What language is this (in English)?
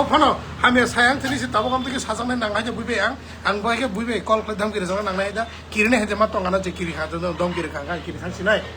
Kok Borok